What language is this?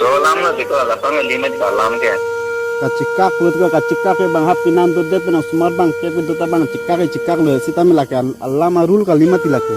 Karbi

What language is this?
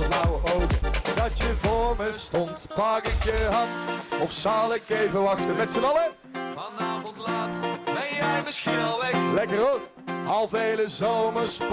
Dutch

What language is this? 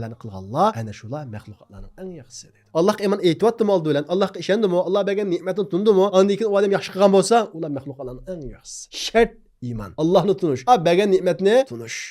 Uyghur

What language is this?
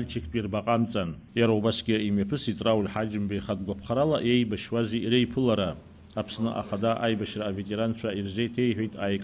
Abkhazian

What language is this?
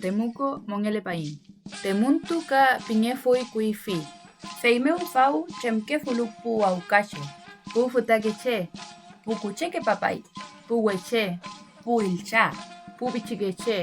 Mapuche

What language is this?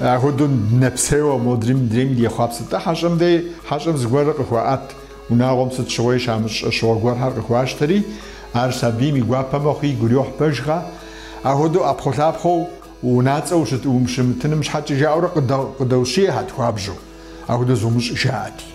Kabardian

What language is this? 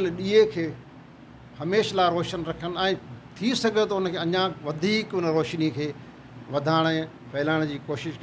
Sindhi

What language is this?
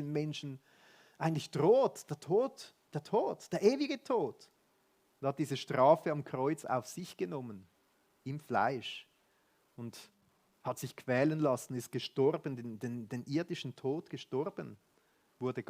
Swiss German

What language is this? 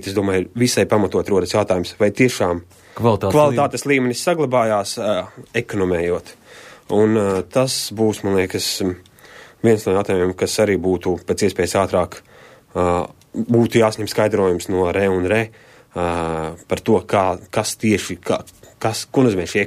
Latvian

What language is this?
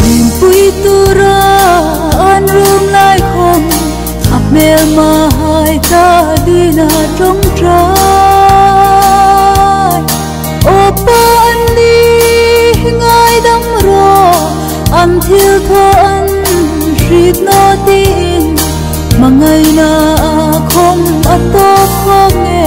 Hmar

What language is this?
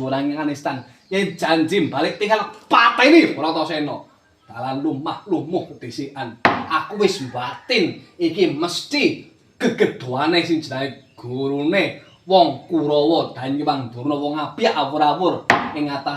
Javanese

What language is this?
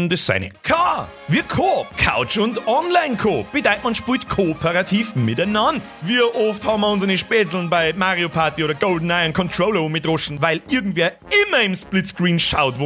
Bavarian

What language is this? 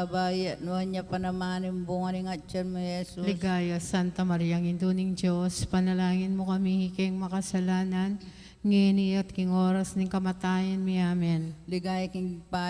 Pampanga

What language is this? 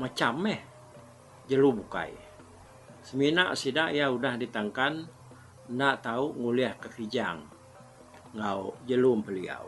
Iban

